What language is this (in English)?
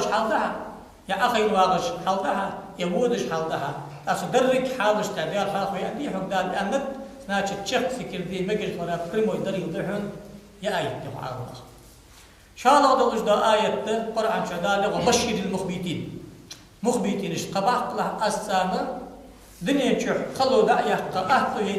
Ingush